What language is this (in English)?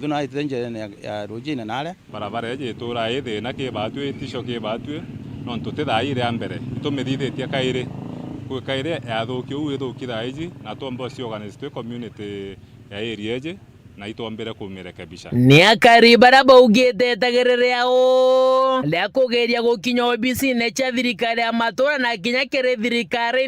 Meru